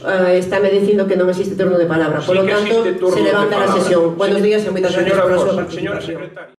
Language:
Galician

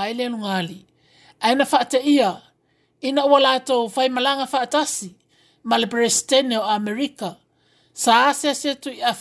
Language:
Samoan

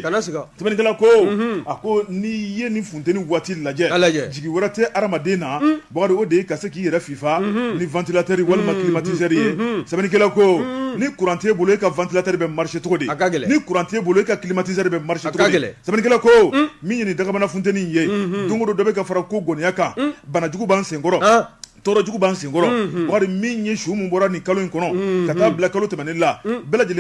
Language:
Bambara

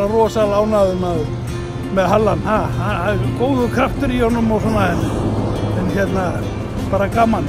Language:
Icelandic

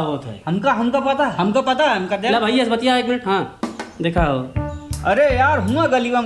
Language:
Awadhi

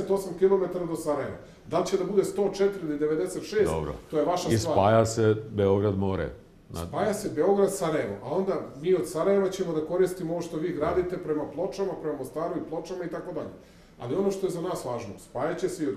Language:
Serbian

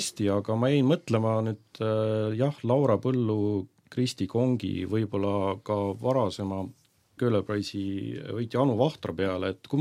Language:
Estonian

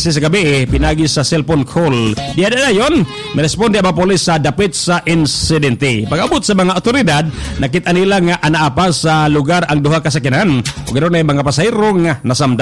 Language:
Cebuano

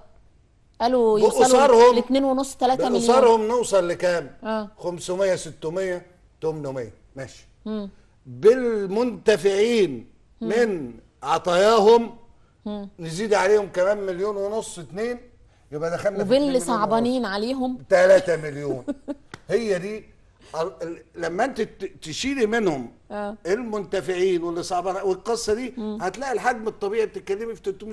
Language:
Egyptian Arabic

